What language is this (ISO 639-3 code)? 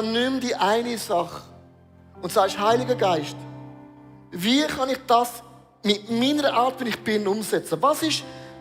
gsw